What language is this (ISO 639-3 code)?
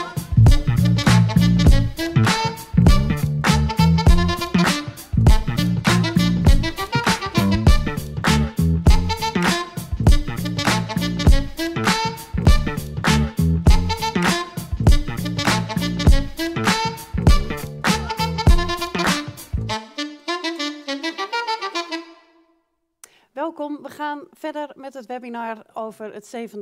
nld